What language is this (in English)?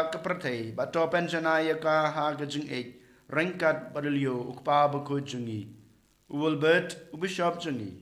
Khasi